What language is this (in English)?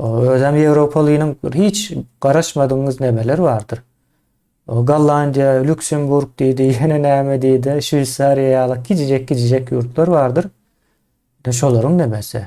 Turkmen